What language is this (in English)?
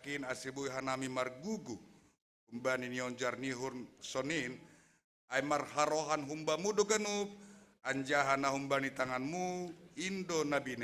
Batak Simalungun